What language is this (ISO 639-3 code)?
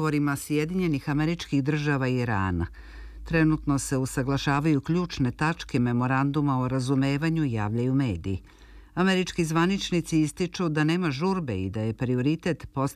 srp